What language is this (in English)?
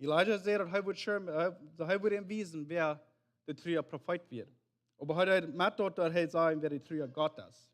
Plautdietsch